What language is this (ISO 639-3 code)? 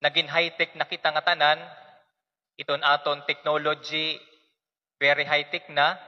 war